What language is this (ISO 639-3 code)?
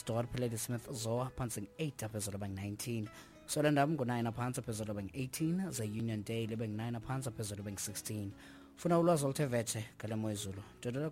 xho